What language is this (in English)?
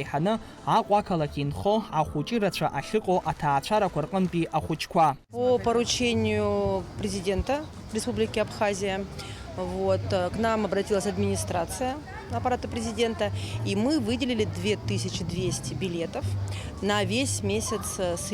Abkhazian